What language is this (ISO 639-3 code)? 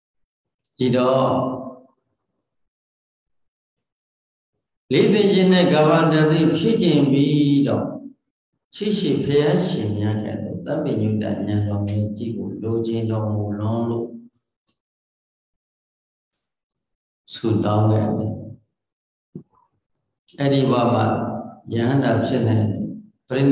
mya